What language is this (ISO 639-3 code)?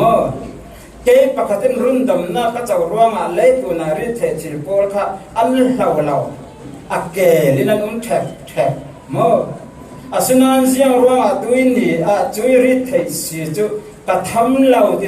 cfm